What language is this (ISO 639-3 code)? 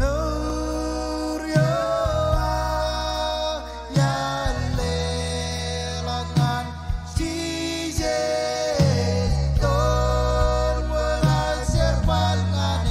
mah